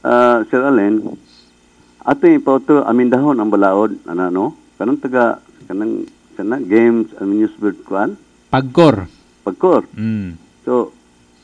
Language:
Cebuano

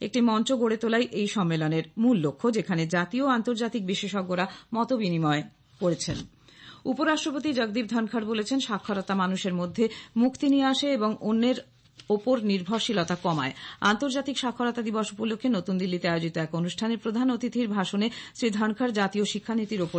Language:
Bangla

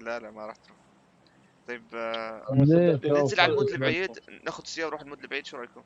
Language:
North Levantine Arabic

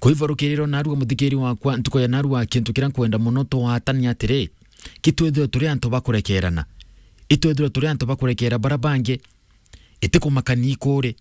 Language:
Meru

